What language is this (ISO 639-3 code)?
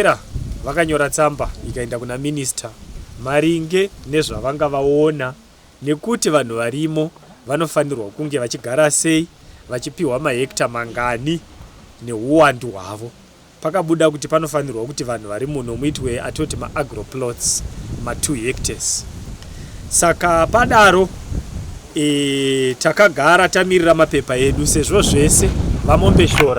sna